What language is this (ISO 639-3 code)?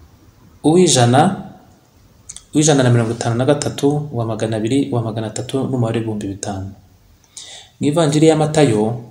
kin